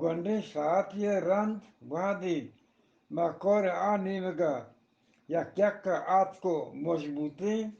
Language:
Eastern Balochi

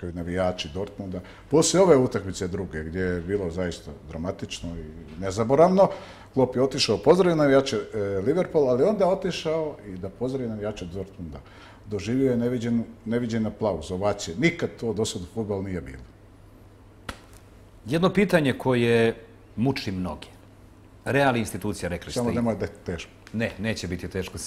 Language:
Bosnian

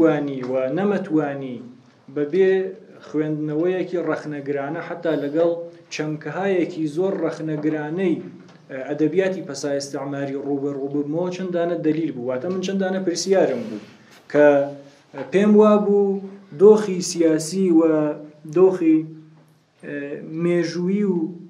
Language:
Central Kurdish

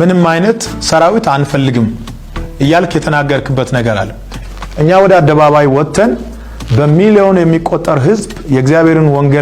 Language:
Amharic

